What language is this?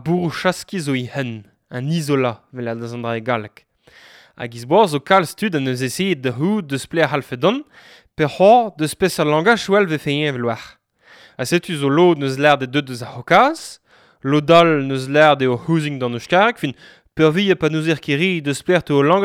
Breton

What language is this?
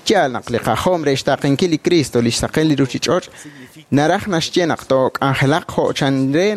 Kekchí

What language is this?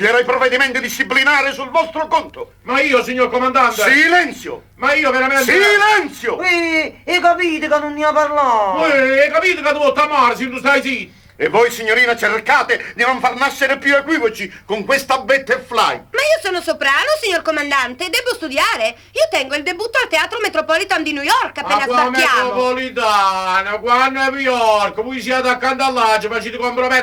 Neapolitan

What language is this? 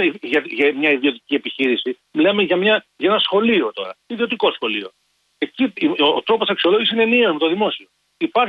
Greek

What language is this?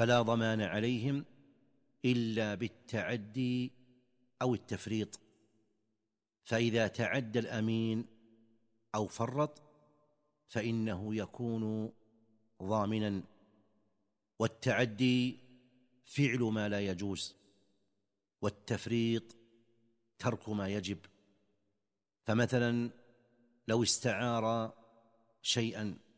Arabic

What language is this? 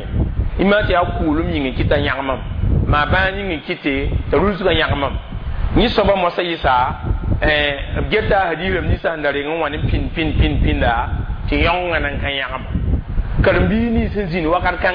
Mossi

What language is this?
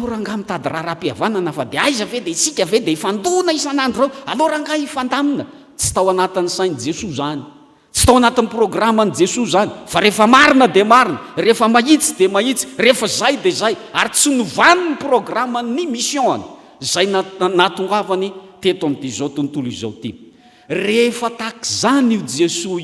Malagasy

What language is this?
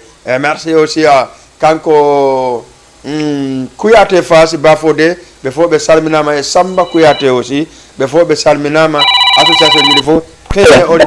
Fula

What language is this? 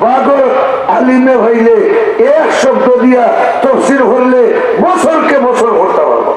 Sylheti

